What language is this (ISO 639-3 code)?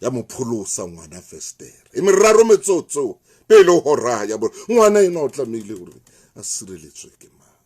sot